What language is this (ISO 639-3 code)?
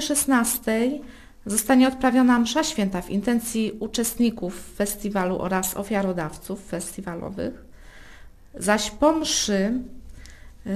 pol